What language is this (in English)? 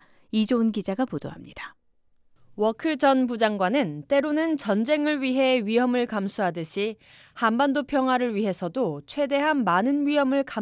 Korean